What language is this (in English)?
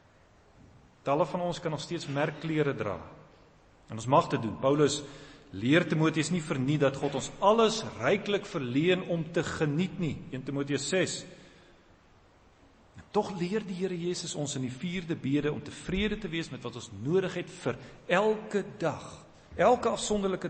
Afrikaans